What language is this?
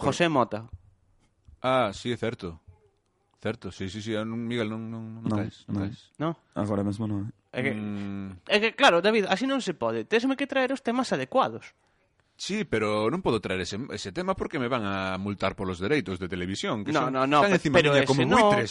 Galician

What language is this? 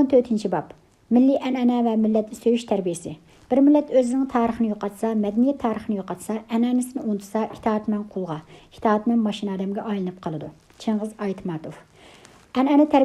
Uyghur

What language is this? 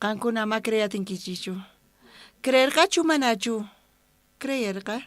South Bolivian Quechua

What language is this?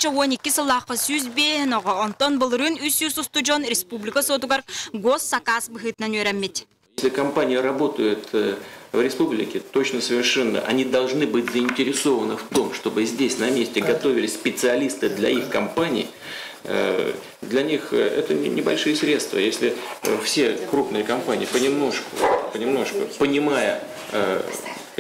Yakut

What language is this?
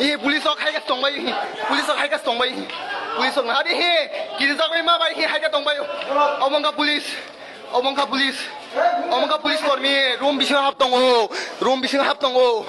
Kok Borok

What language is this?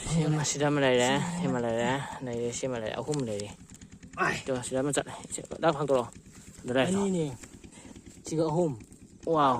Manipuri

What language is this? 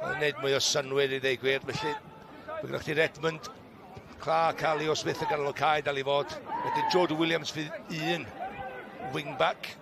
Welsh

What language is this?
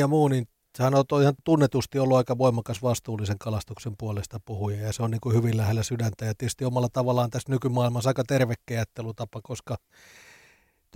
Finnish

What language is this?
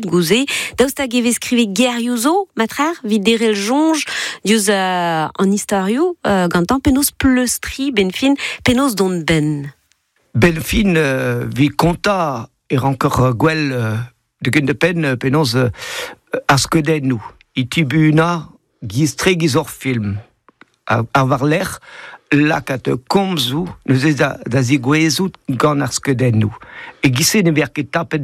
Breton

